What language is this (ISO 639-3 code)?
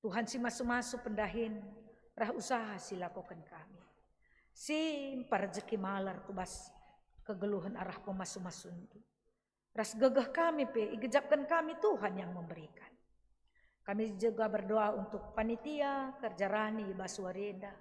btx